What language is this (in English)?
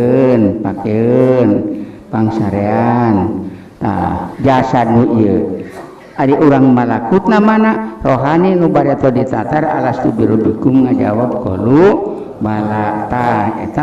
Sundanese